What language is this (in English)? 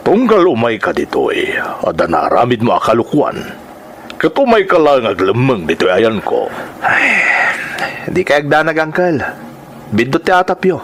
Iloko